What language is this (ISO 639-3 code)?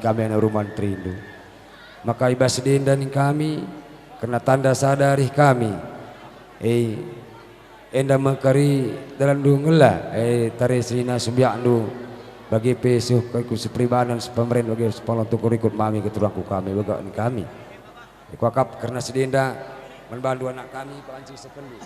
btx